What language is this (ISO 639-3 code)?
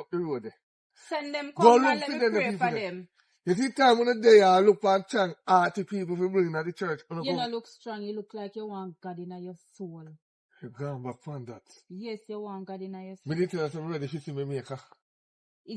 jam